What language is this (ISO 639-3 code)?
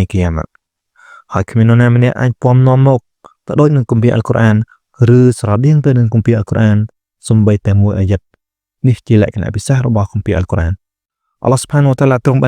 khm